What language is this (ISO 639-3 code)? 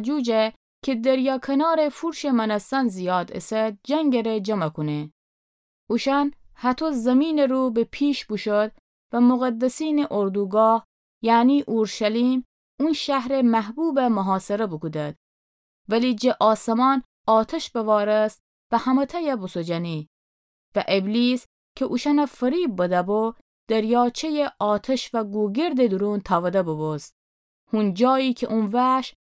glk